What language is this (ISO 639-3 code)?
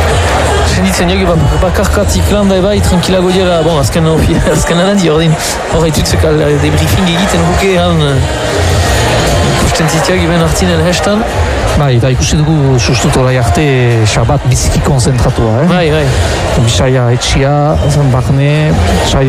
eus